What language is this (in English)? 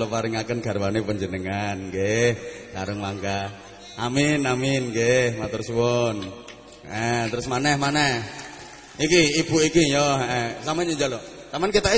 Javanese